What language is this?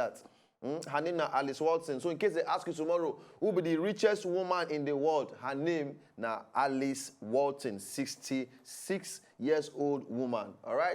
Nigerian Pidgin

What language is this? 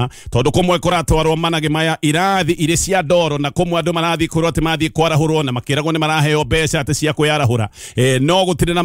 Kikuyu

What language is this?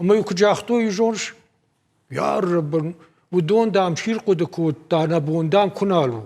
Ossetic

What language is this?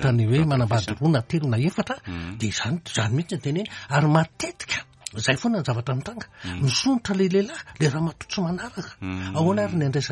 Malagasy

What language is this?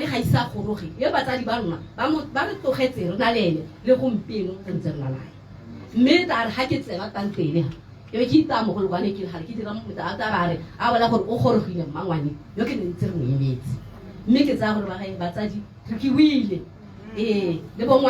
Tswana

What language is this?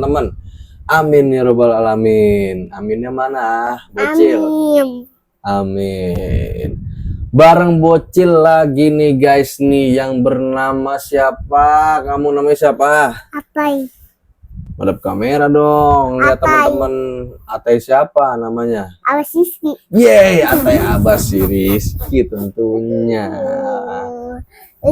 Betawi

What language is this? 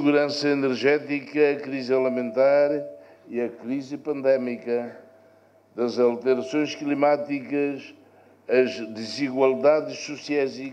Tetum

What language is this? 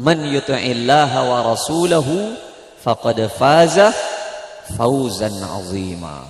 Madurese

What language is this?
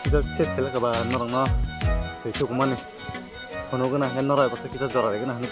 Kok Borok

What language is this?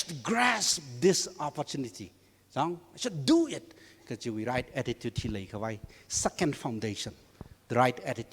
Tangkhul Naga (India)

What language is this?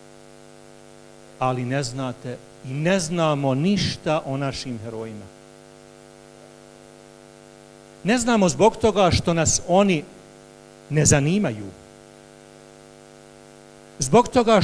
Bosnian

